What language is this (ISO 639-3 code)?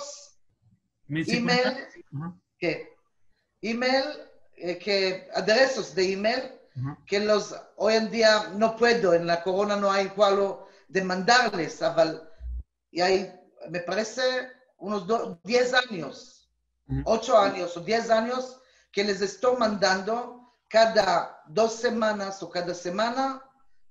lad